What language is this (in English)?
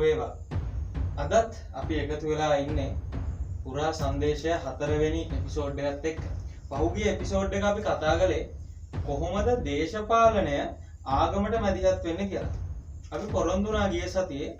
Sinhala